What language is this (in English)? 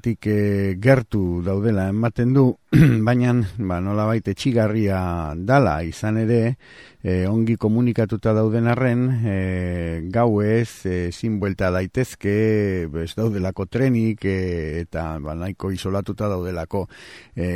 Basque